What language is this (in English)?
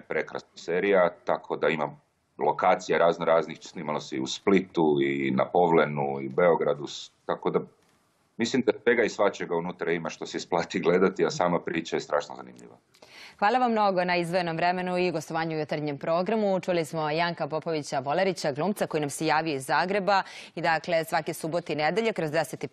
Serbian